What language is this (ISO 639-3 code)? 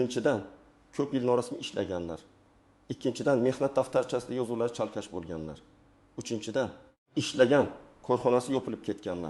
uzb